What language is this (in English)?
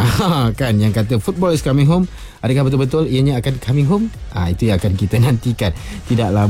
Malay